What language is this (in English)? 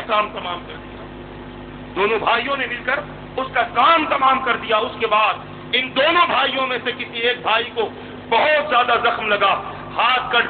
Urdu